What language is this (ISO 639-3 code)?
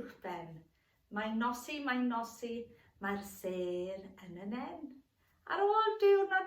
cym